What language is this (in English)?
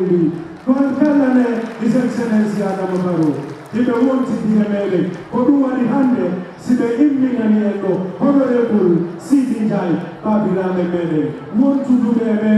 Fula